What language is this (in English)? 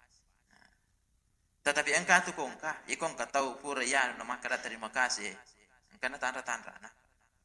Buginese